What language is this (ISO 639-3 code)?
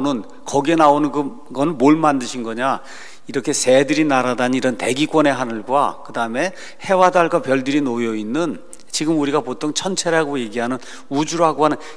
kor